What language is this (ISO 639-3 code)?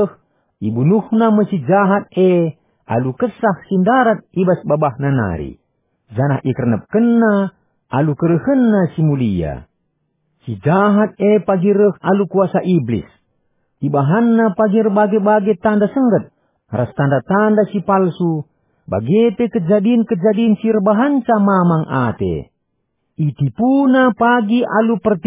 btx